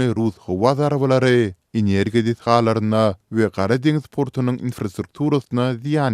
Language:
Turkmen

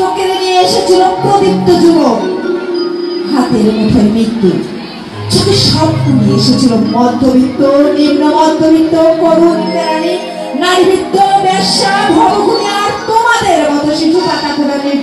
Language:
Bangla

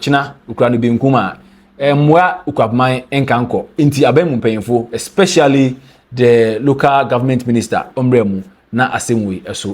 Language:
Akan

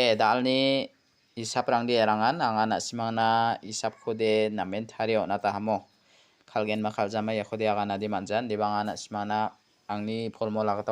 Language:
Garo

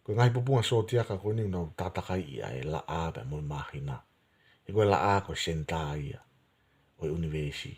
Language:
Tongan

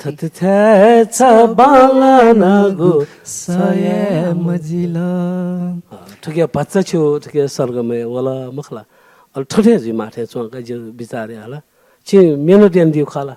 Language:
Newari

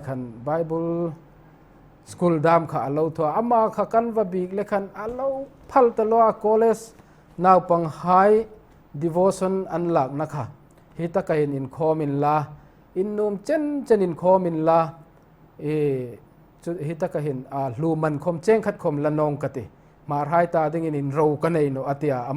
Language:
Hmar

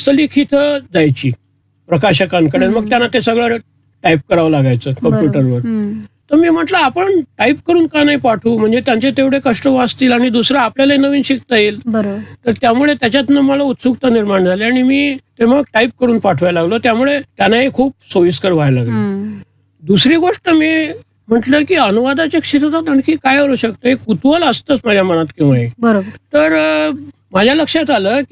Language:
Marathi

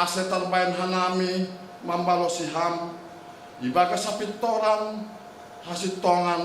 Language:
Batak Simalungun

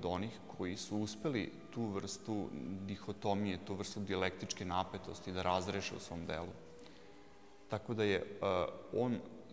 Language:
Serbian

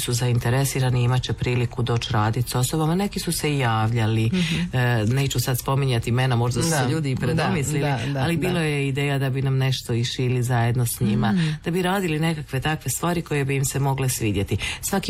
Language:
Croatian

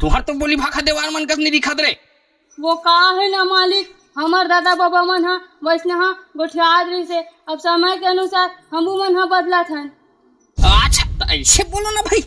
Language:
Chhattisgarhi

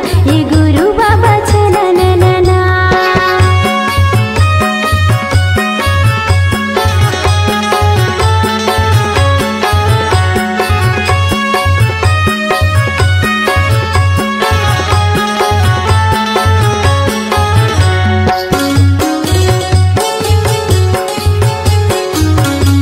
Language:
Chhattisgarhi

